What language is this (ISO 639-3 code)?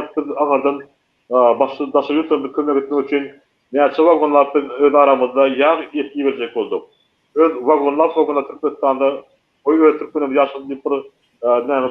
tuk